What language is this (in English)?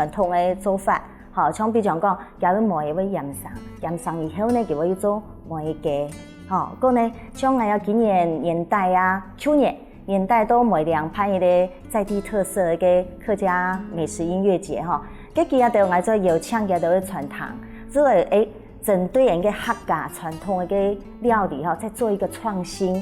Hakka Chinese